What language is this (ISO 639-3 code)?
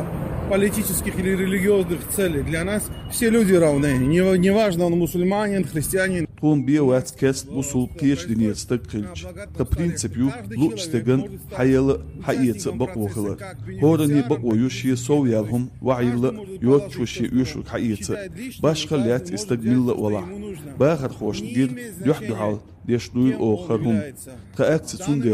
che